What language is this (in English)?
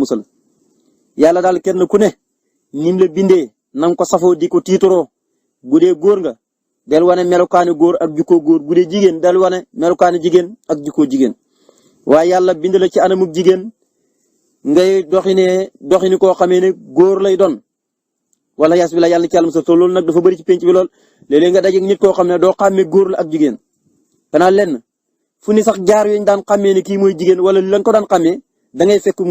Wolof